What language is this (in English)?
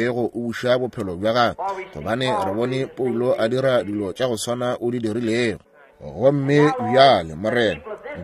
Northern Sotho